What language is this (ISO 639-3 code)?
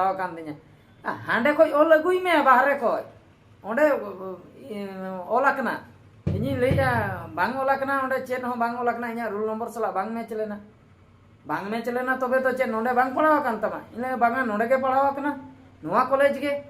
sat